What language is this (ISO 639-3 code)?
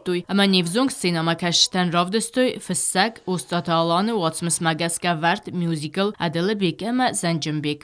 oss